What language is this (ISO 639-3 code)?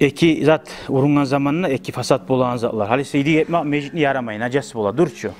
kum